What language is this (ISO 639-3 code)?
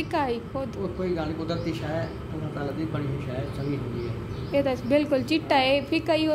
skr